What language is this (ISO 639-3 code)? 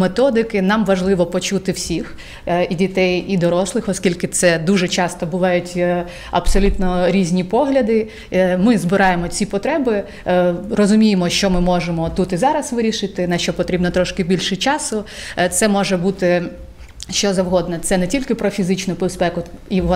ukr